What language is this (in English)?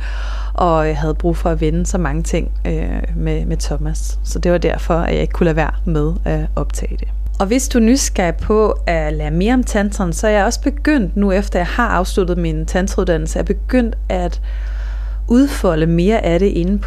Danish